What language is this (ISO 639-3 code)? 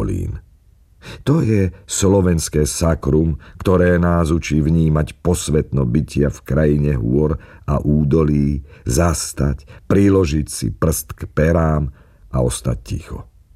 slk